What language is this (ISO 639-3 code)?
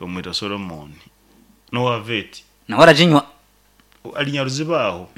nyn